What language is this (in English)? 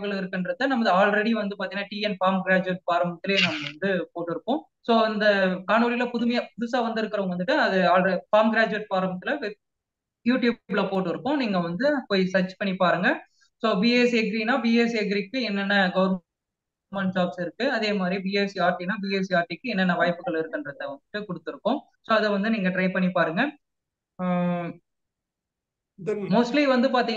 Tamil